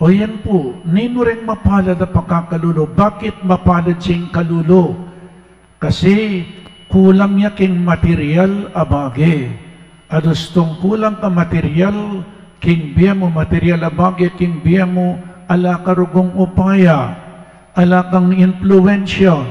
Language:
Pampanga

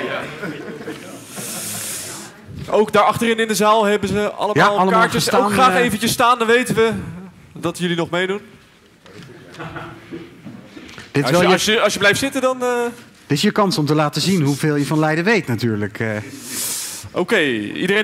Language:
Dutch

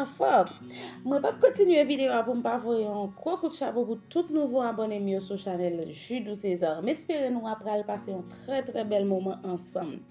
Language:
Haitian Creole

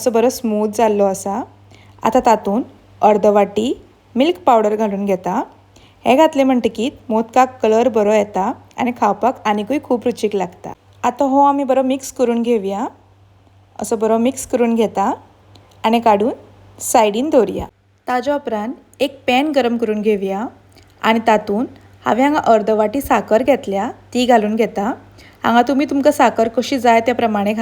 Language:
Konkani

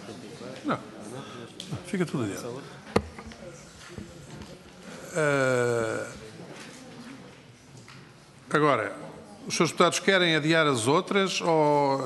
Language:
Portuguese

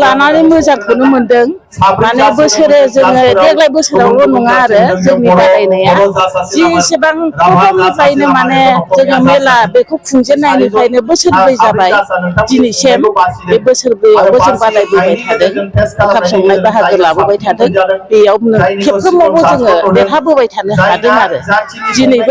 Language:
Bodo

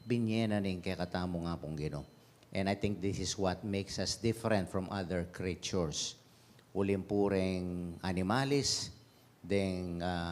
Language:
Pampanga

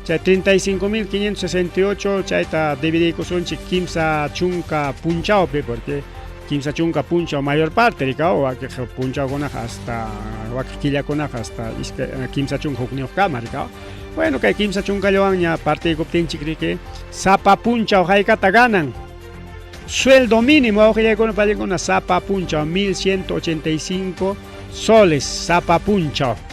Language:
Ayacucho Quechua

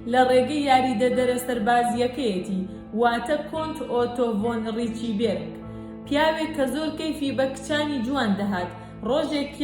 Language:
Central Kurdish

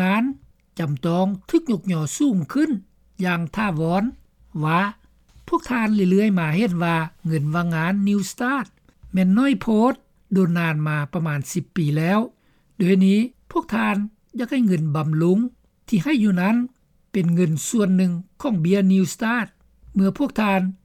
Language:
Lao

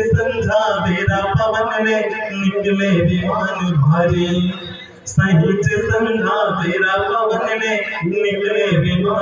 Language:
Chhattisgarhi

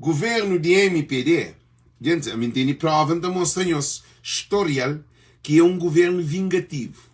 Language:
Kabuverdianu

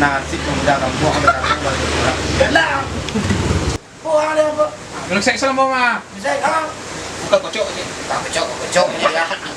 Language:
Minangkabau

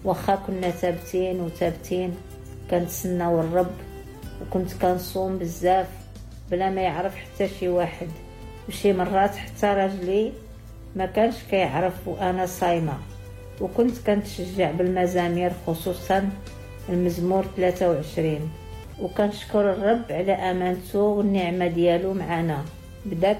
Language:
Moroccan Arabic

